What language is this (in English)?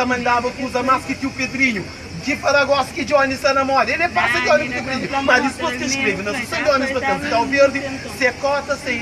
Kabuverdianu